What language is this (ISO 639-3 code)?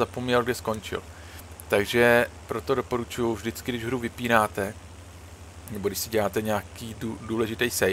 ces